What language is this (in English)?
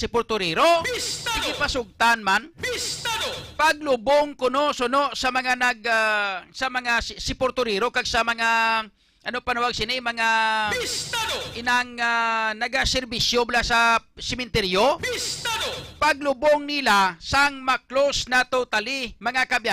Hiligaynon